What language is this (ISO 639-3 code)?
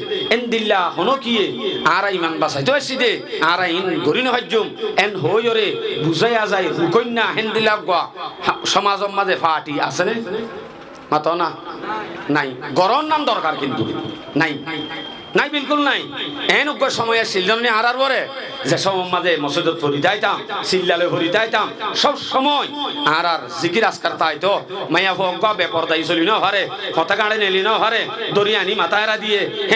rhg